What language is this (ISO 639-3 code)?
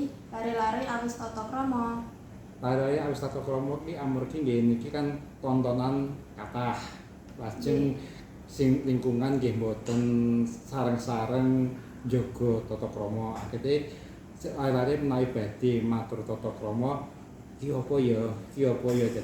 jav